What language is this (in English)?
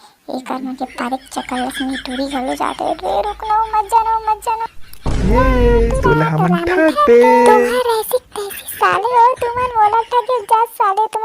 Chhattisgarhi